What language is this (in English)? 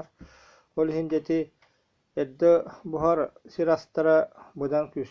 Yakut